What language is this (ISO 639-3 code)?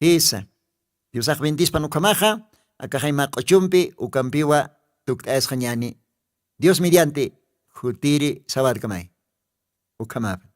aym